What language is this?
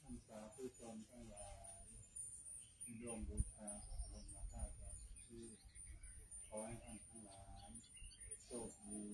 Pali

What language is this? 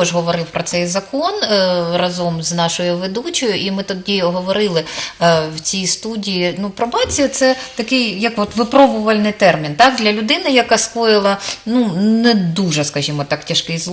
Ukrainian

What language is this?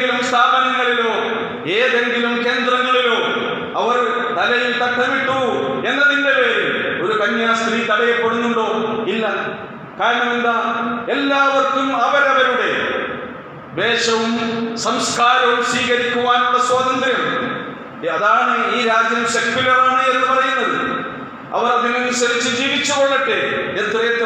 Malayalam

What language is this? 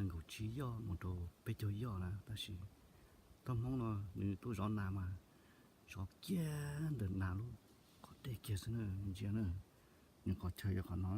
Hmong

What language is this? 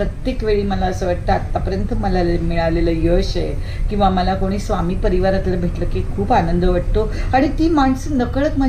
Marathi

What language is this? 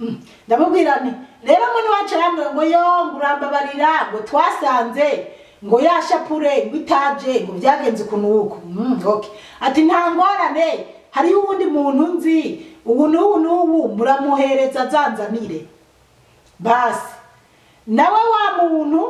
Rundi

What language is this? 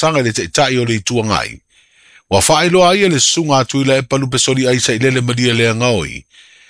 Samoan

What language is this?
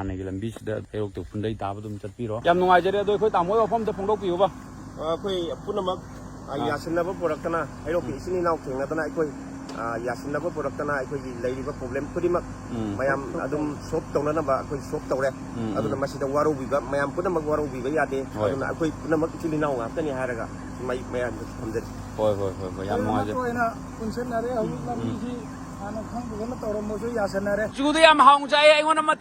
Manipuri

